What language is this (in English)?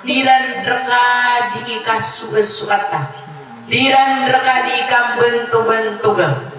Maranao